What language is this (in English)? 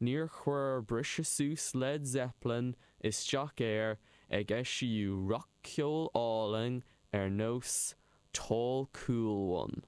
Irish